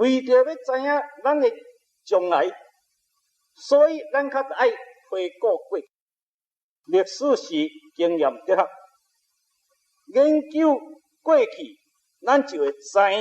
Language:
Min Nan Chinese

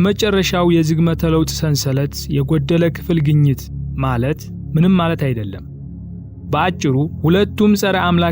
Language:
Amharic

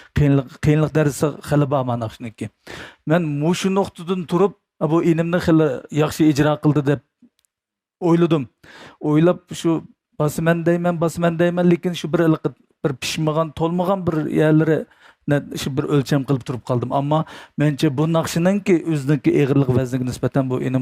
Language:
Uyghur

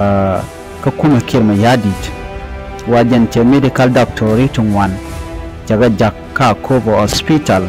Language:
Nuer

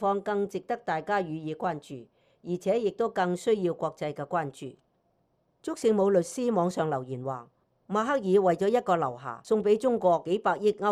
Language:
Cantonese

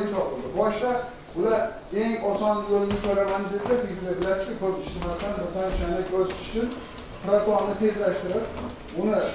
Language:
Uzbek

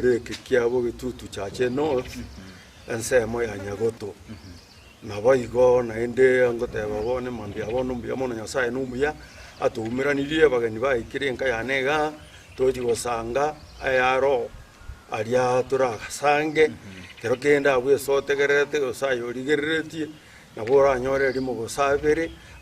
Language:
Gusii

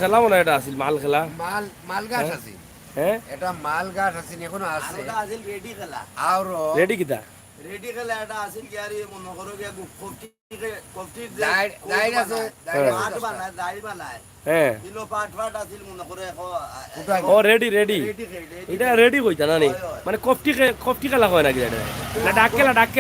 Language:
Sylheti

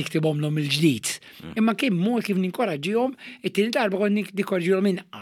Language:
Maltese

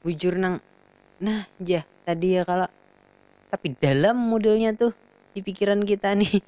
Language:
Banjar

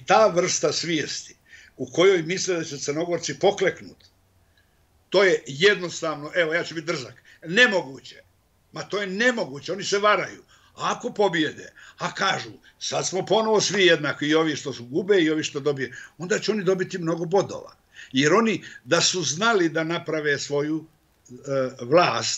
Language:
Bosnian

